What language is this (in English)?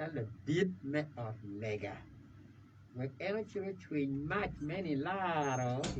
Acoli